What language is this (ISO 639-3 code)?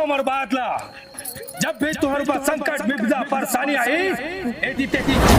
hne